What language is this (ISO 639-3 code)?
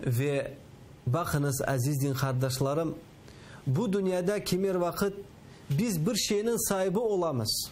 crh